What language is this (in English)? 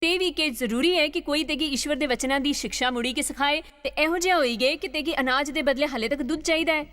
Dogri